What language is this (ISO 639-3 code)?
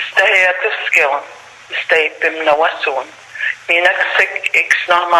crk